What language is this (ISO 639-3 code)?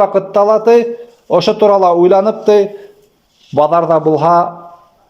bak